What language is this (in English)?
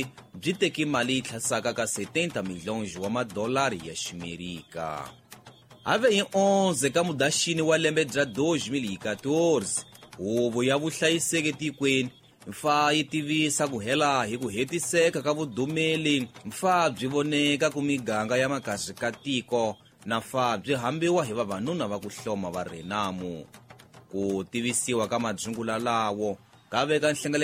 Tsonga